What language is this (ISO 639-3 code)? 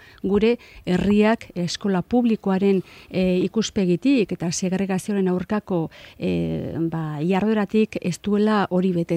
eus